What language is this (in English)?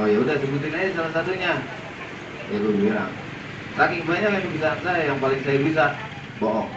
Betawi